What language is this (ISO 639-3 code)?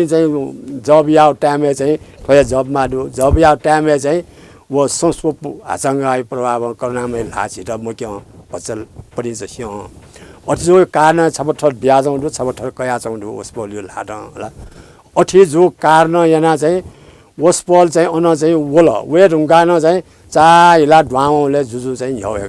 new